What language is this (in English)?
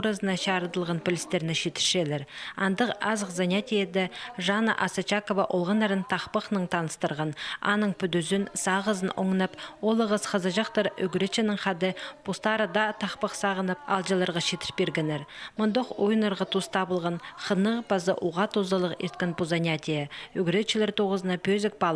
Khakas